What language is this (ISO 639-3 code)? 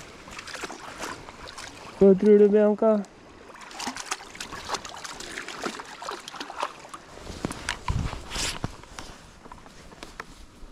nor